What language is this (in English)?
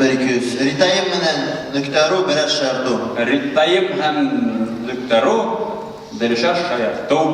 Bashkir